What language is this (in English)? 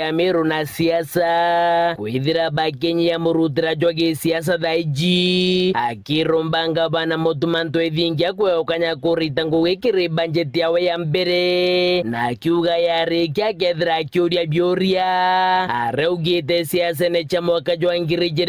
Meru